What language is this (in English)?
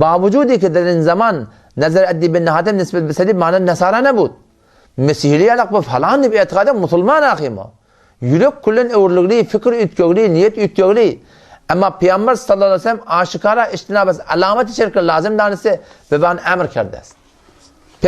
Turkmen